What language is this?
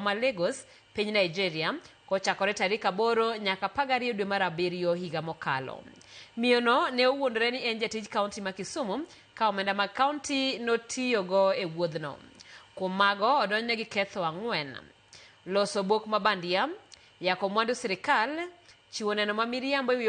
Luo (Kenya and Tanzania)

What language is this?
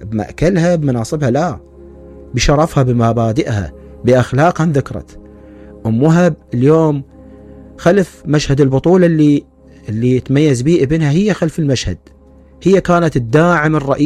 Mesopotamian Arabic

